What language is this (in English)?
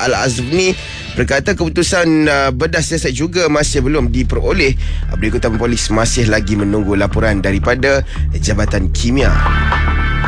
Malay